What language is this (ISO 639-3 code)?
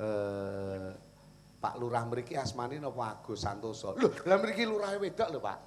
jav